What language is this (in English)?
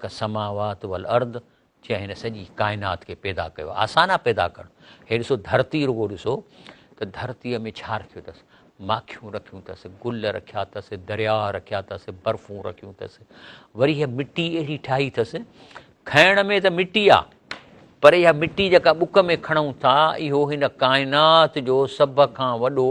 Sindhi